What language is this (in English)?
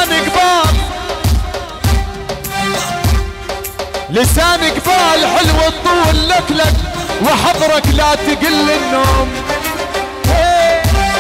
Arabic